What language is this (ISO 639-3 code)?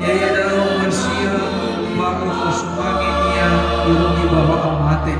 nia